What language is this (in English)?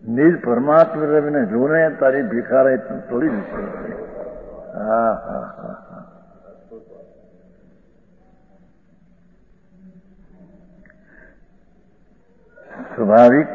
Gujarati